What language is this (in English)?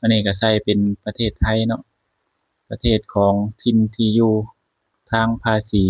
Lao